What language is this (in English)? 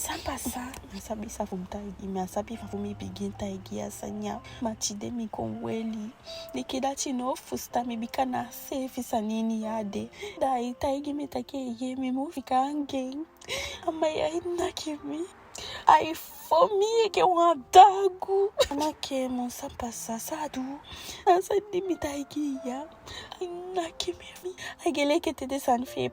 Eastern Maroon Creole